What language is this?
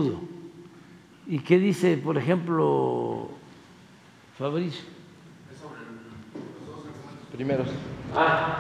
Spanish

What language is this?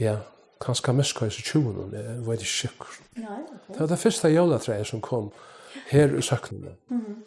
Faroese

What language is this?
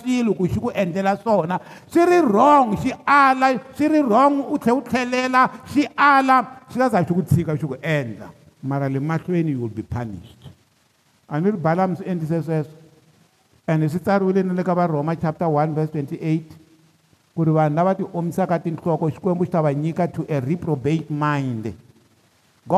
Tsonga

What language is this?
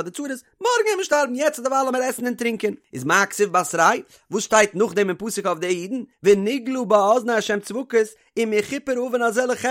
Yiddish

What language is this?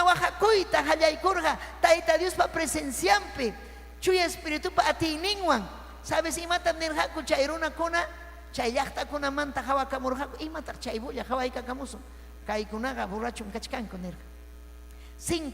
Ayacucho Quechua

